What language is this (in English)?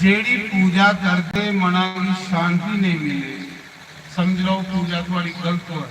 Dogri